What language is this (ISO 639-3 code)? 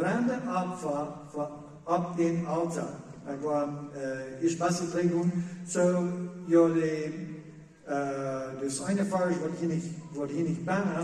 pdt